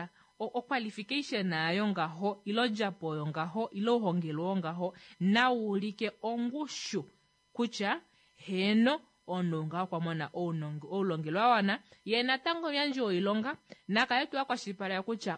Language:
Kuanyama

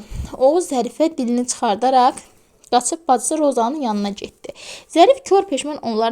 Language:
Azerbaijani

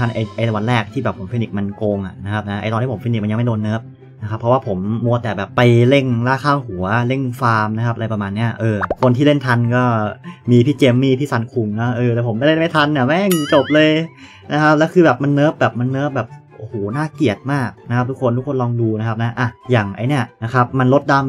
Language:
Thai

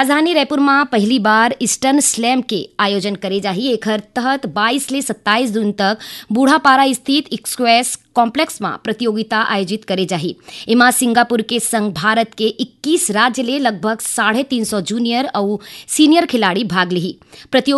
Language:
Chhattisgarhi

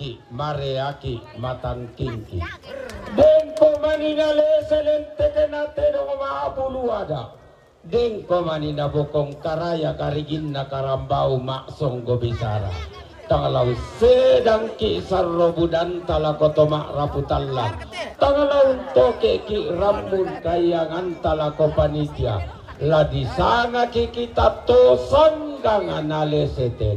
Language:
Toraja-Sa'dan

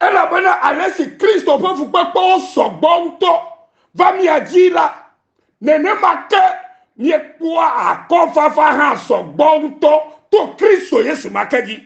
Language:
Ewe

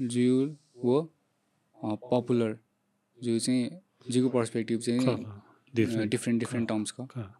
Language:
Newari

